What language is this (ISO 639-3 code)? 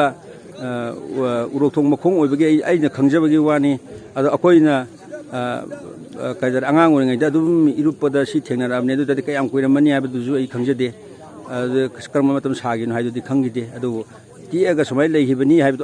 mni